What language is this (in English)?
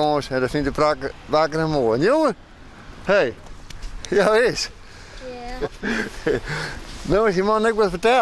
Western Frisian